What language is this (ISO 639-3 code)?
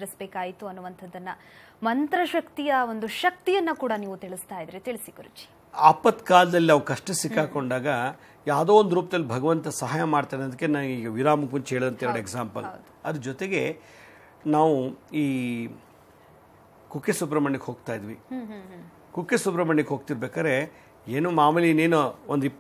kan